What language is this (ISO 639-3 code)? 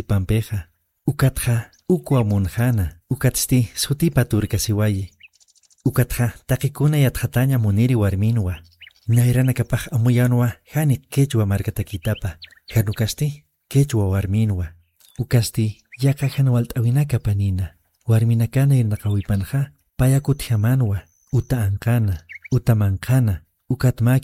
aym